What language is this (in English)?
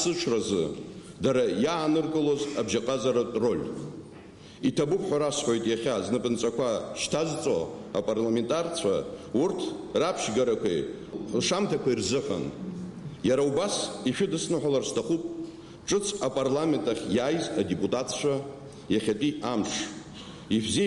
Abkhazian